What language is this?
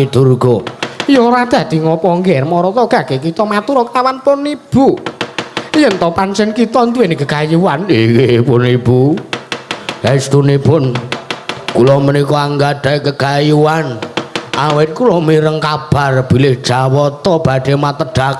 Javanese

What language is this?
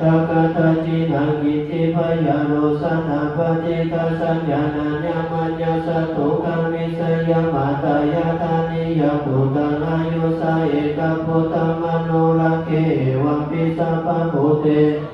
Pali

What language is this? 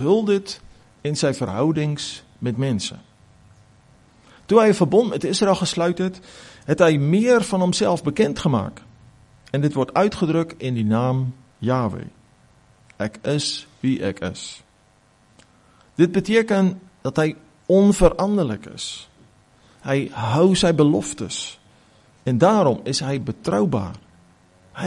Afrikaans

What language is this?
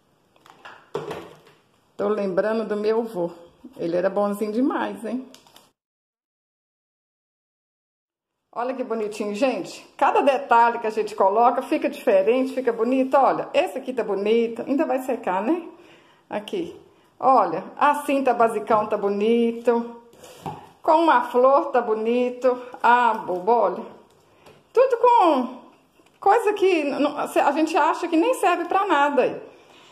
Portuguese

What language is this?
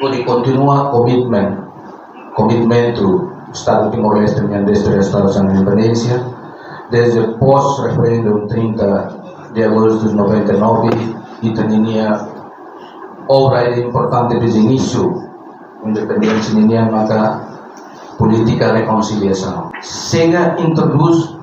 Tetum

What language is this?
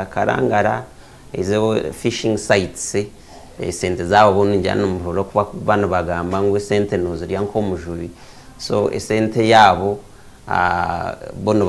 Nyankole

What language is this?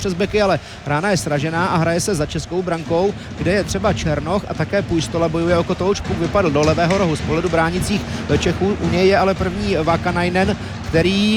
Czech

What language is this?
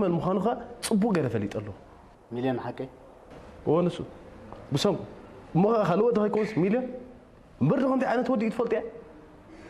Tigrinya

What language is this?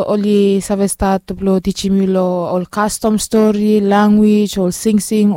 Bislama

